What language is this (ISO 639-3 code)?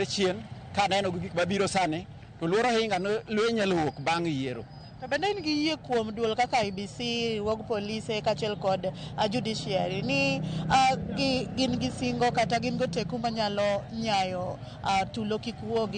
luo